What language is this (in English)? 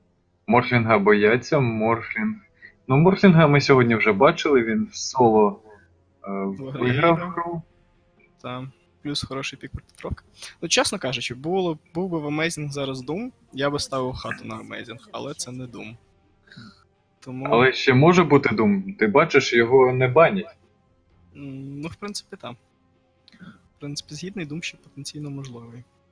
Ukrainian